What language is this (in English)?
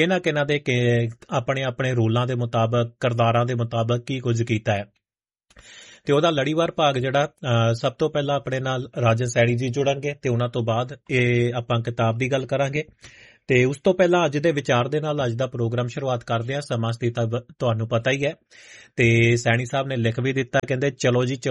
Punjabi